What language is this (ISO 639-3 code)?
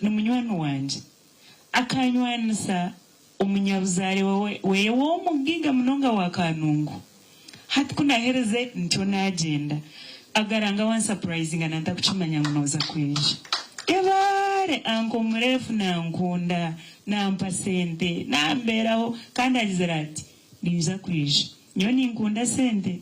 nyn